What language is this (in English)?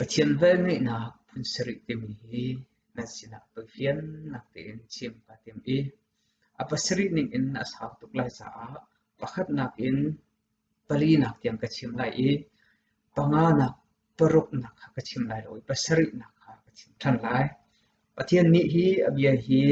Hakha Chin